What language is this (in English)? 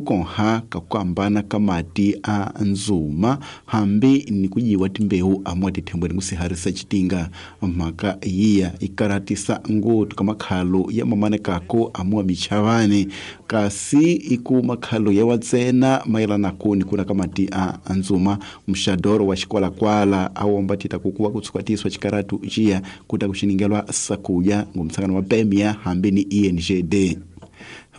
Tsonga